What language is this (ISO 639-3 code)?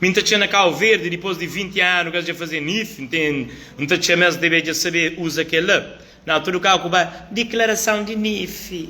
kea